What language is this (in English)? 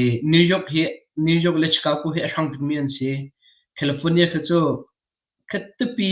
Hakha Chin